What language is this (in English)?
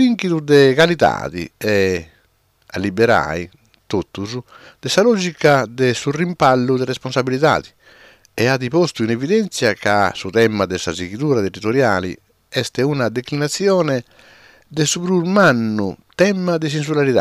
Sardinian